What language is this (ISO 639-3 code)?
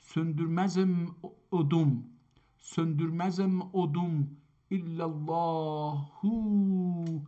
azb